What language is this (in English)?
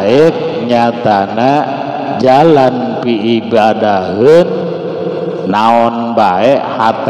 Sundanese